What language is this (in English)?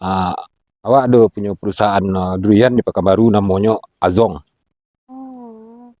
Minangkabau